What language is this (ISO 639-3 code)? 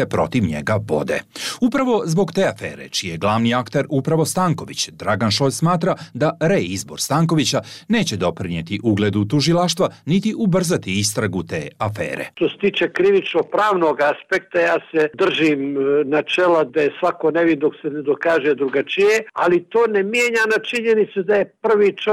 bos